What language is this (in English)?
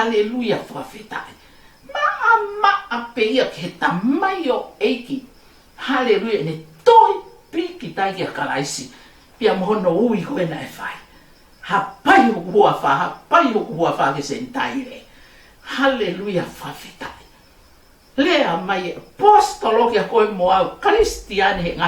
Tongan